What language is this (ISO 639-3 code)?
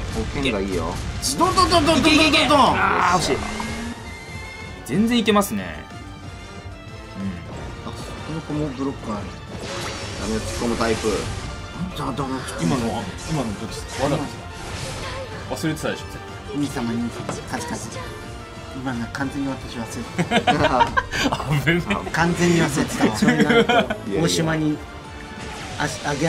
jpn